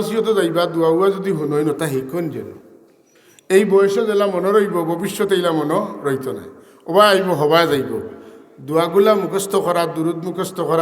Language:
Sylheti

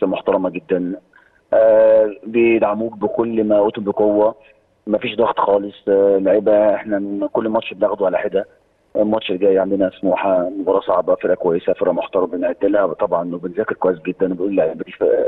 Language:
Egyptian Arabic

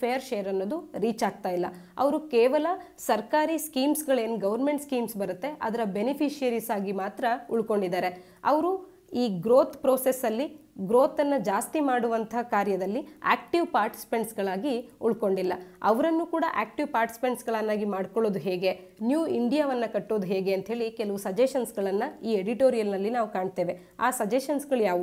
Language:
Kannada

